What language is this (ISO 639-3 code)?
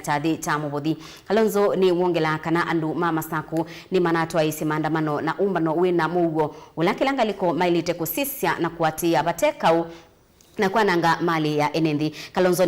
kam